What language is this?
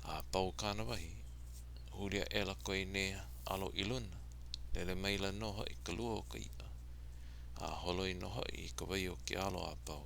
Hawaiian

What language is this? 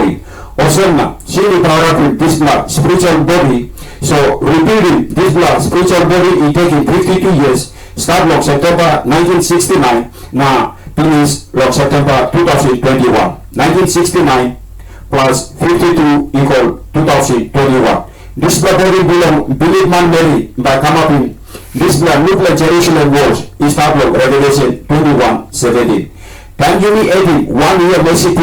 Tok Pisin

